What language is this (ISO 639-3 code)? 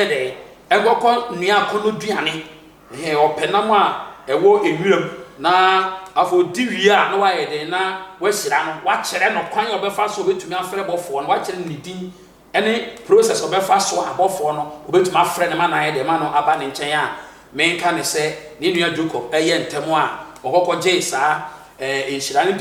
aka